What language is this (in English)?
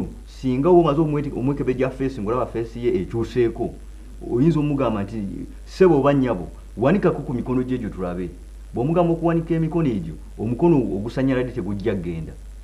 Ganda